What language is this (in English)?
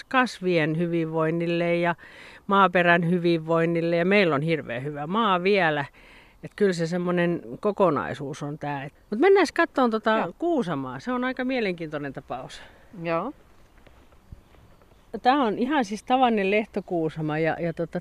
Finnish